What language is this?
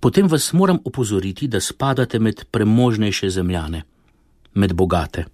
Slovenian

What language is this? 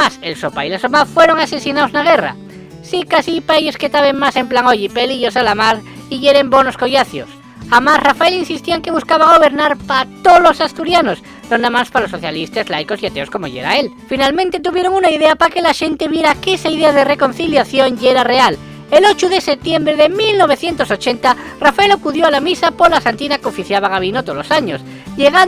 Asturian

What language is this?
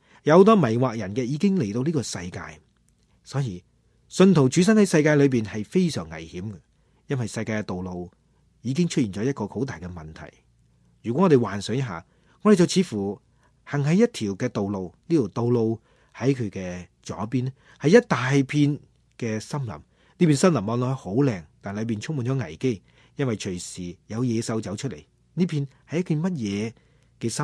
Cantonese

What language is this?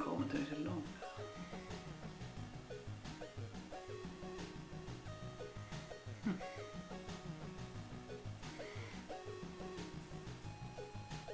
Swedish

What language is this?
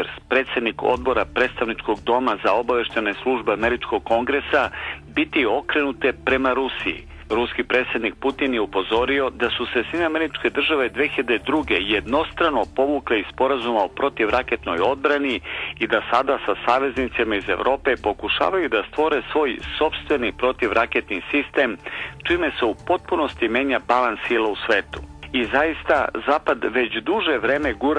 Serbian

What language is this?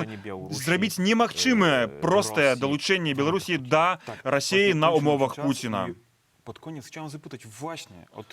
Belarusian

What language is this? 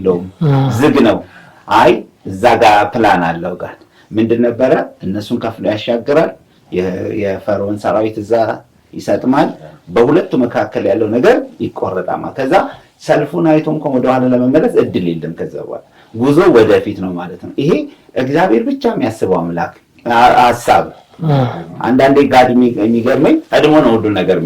Amharic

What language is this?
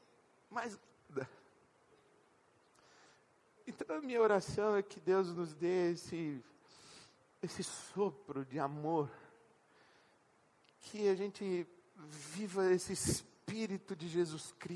Portuguese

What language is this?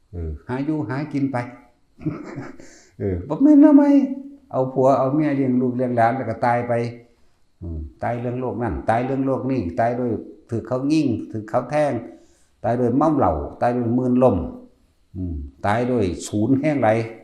Lao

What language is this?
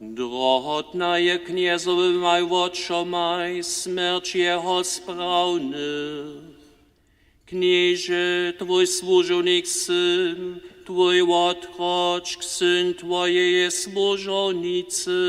Upper Sorbian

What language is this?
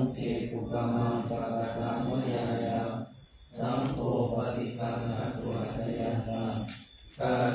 Pali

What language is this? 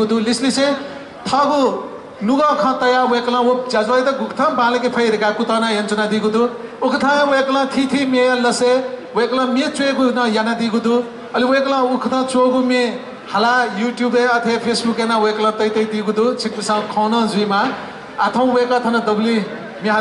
Newari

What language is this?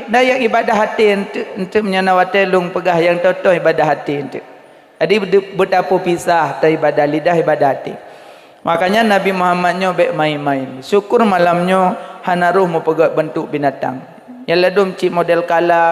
Achinese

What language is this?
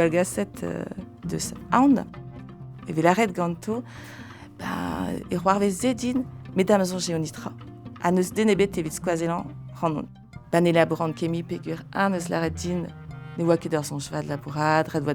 Breton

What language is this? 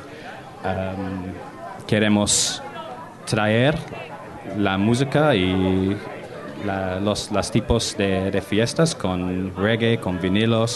Spanish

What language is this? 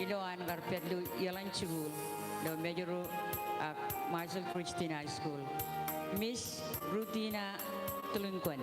Marshallese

